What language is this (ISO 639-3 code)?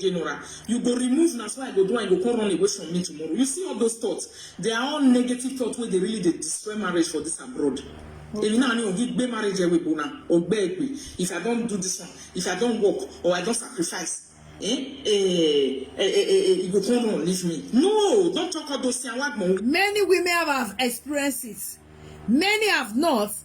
pcm